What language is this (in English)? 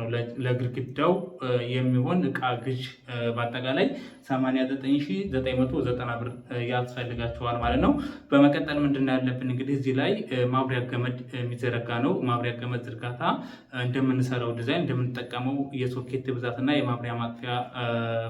Amharic